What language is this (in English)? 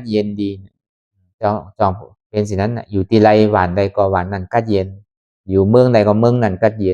Lü